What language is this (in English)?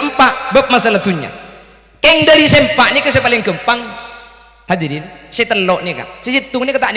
Madurese